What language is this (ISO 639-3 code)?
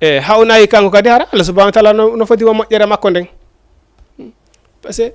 ful